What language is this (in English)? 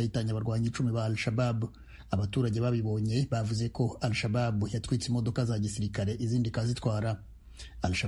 Kinyarwanda